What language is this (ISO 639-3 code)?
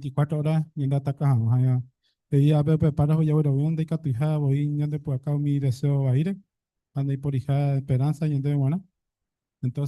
grn